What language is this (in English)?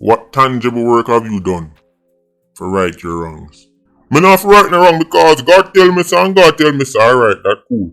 Jamaican Creole English